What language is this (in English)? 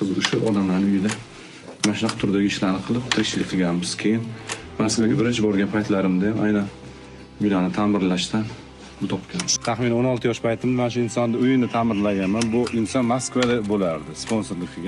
Uzbek